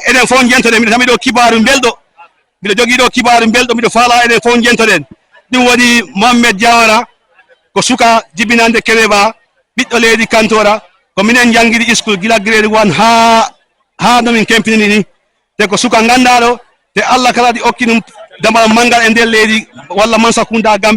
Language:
Fula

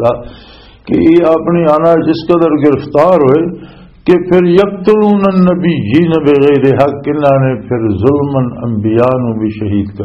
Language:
Western Panjabi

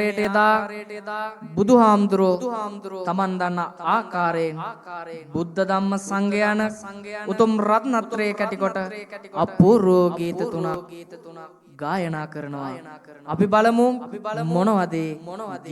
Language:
Sinhala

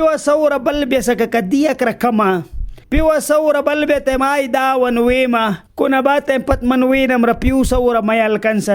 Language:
Mískito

